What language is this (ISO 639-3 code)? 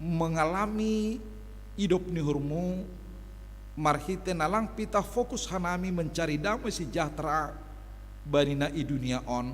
bts